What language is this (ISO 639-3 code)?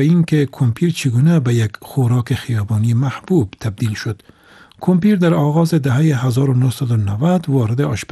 fas